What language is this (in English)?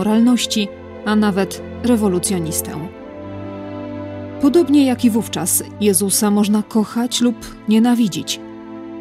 Polish